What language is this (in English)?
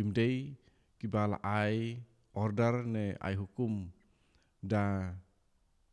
Khasi